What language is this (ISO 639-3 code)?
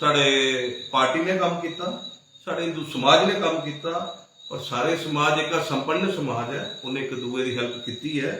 doi